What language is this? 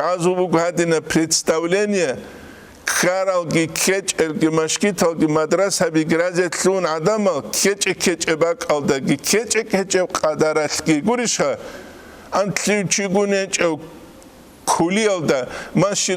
Avaric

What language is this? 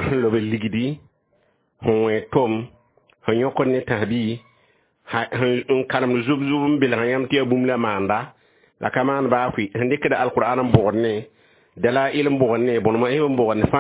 Mossi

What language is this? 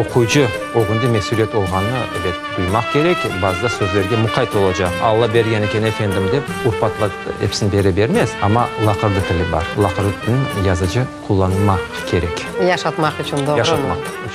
Crimean Tatar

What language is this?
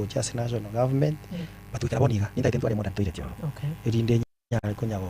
Gusii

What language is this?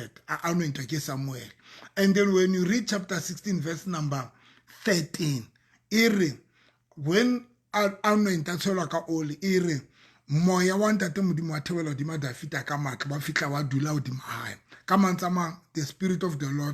Southern Sotho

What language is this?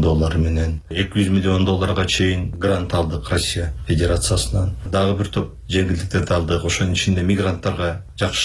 Kyrgyz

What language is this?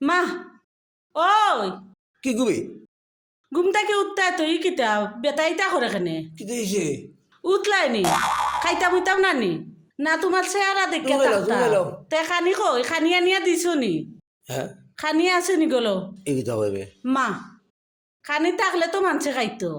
Sylheti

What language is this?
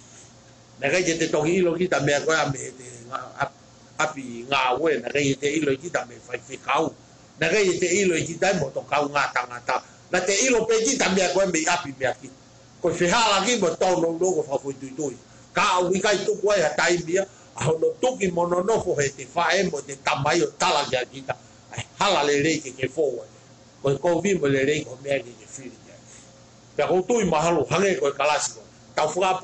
Tongan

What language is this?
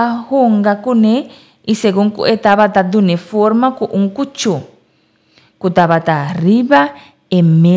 Papiamento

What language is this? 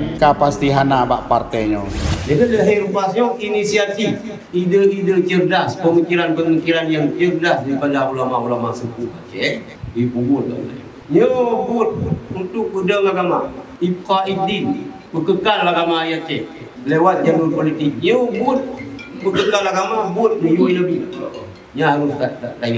Achinese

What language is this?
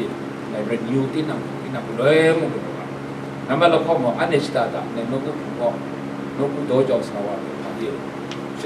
Kachin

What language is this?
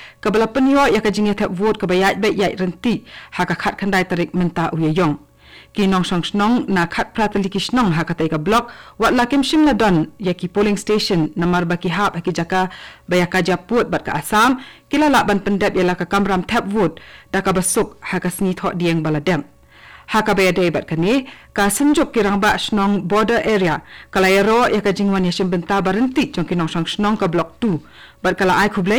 Khasi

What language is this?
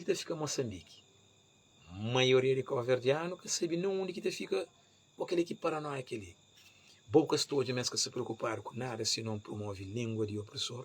Kabuverdianu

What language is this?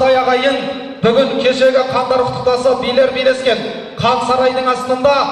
Kazakh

